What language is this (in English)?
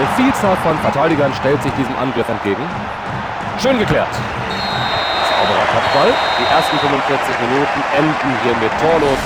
Bavarian